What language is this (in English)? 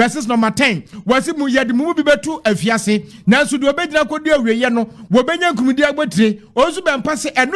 Akan